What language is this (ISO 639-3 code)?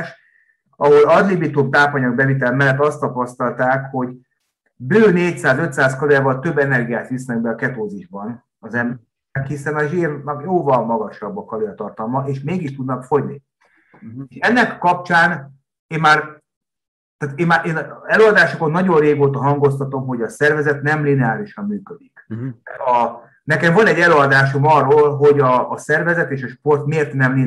hun